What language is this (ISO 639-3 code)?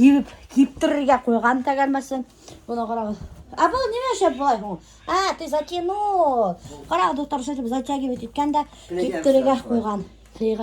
bak